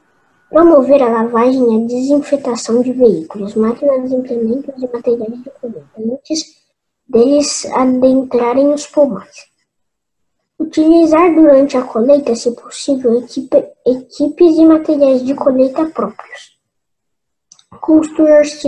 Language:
Portuguese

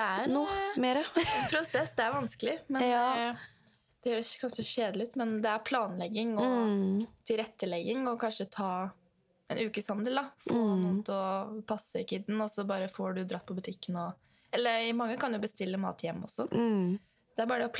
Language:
Norwegian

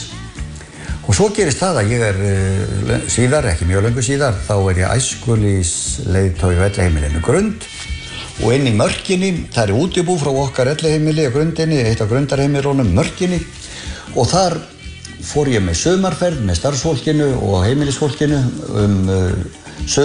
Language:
Icelandic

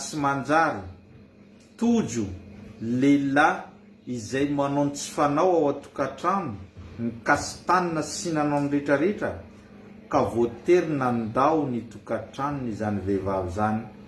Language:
Malagasy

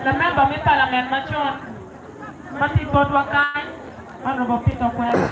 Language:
Acoli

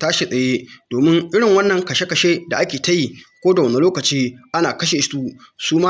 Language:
Hausa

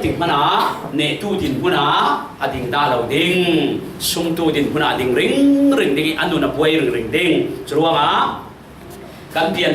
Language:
Falam Chin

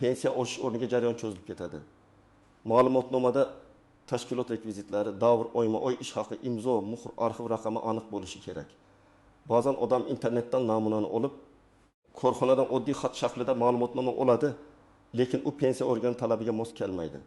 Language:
Uzbek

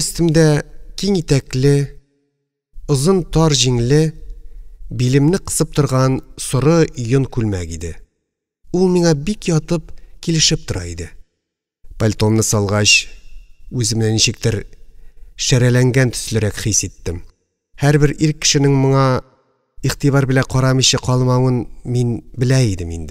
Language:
Tatar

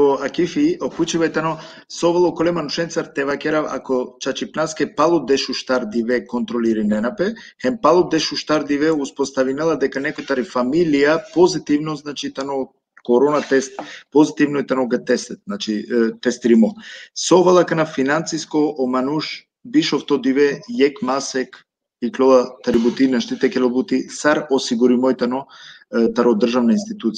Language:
Balkan Romani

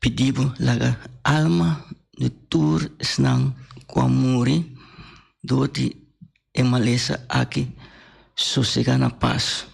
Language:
Papiamento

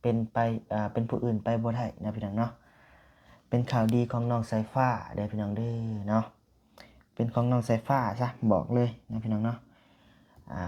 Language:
Lao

